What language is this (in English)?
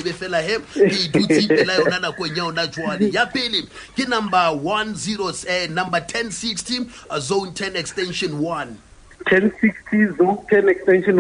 Southern Sotho